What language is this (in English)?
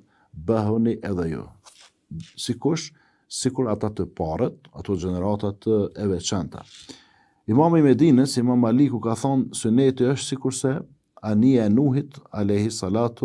Albanian